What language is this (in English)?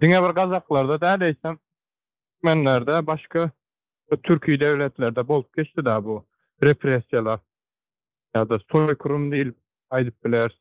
Turkmen